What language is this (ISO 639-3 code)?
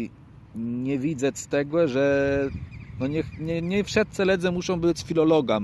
csb